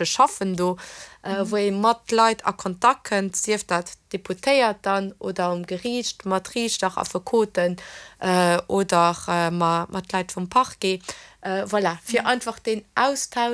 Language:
Luxembourgish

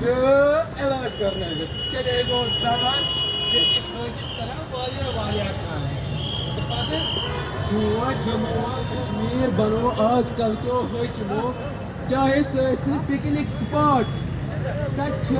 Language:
Kashmiri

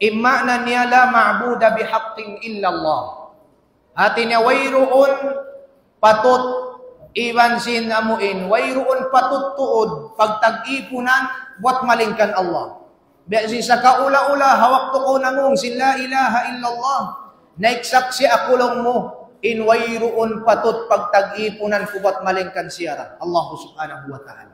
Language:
Tausug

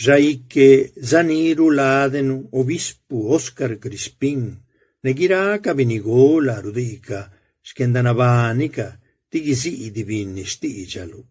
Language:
Zapotec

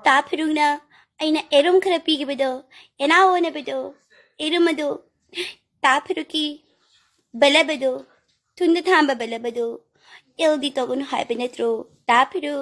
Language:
Manipuri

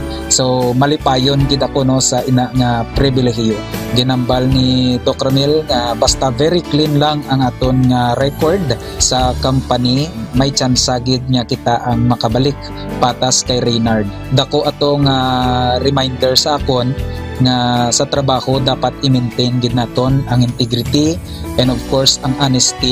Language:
Hiligaynon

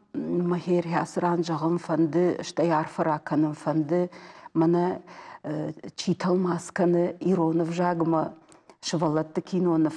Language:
Ossetic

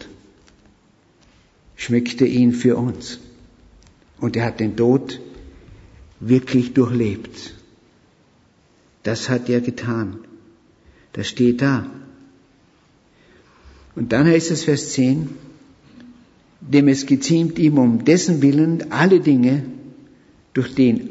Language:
German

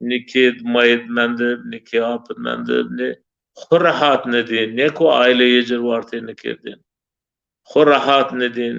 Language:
Zaza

